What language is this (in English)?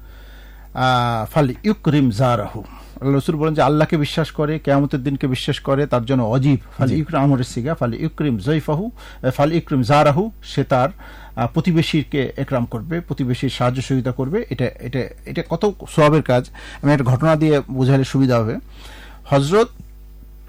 Bangla